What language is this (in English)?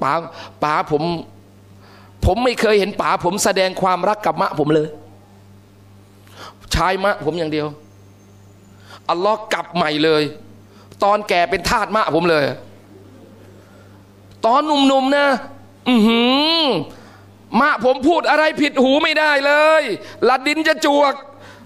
Thai